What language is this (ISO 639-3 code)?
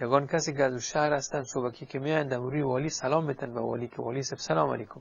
fas